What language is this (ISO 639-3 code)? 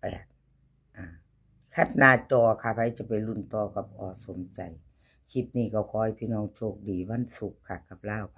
tts